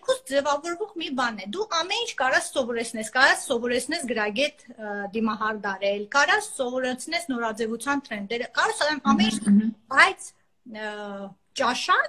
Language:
Armenian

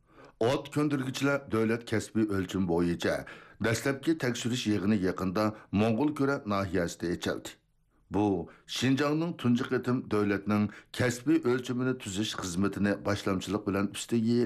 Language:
Uyghur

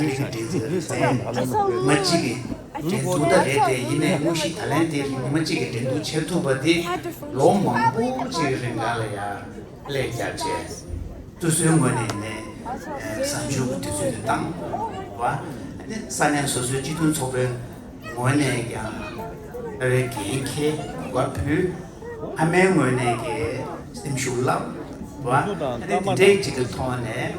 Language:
Tibetan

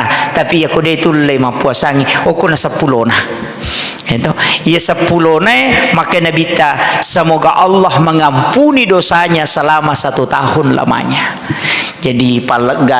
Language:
Buginese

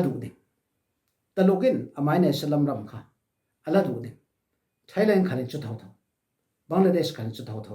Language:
Falam Chin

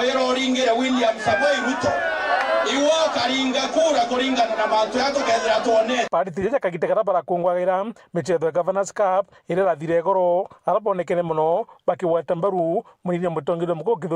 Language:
Meru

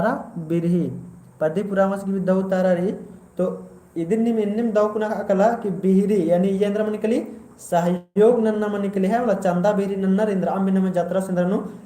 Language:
Kurukh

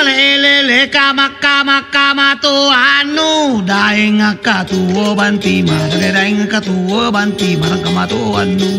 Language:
Makasar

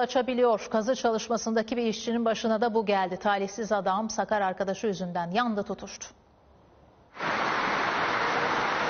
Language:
Turkish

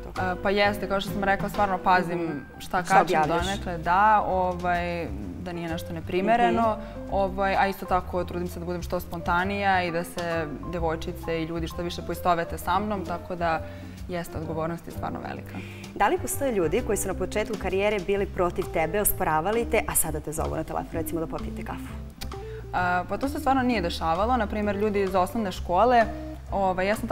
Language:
Serbian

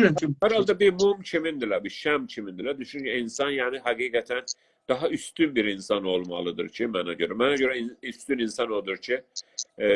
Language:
South Azerbaijani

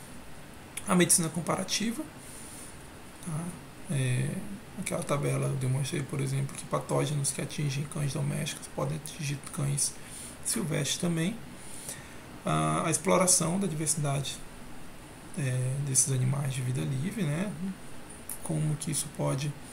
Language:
Portuguese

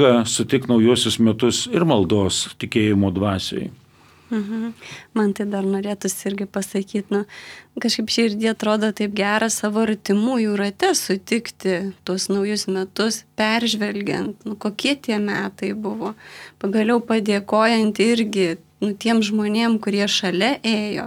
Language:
Lithuanian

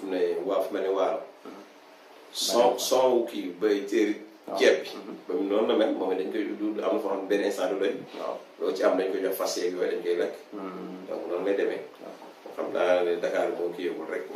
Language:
Wolof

